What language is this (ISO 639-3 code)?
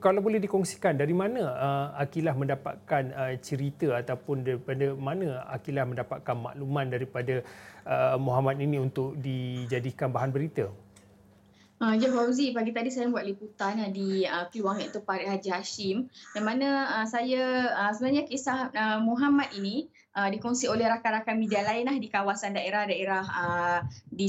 msa